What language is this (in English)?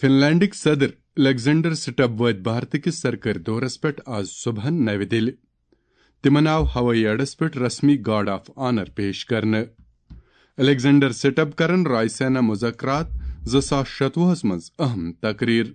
Kashmiri